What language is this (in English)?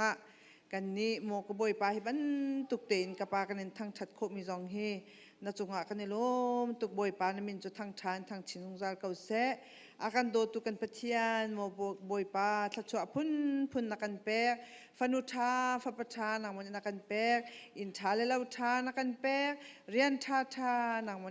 Hakha Chin